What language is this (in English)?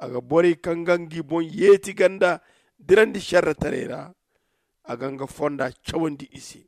Zarma